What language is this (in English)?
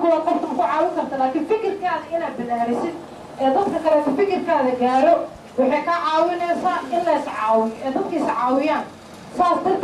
Somali